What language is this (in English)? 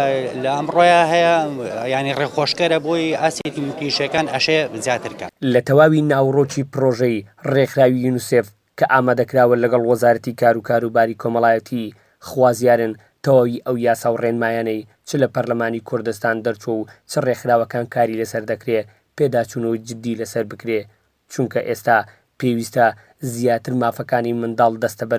Central Kurdish